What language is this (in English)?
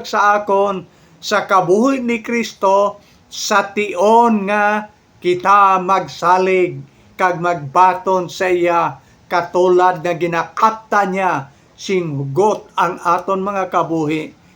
Hiligaynon